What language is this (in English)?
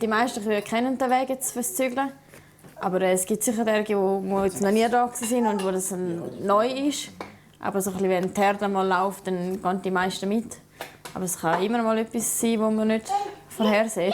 Swiss German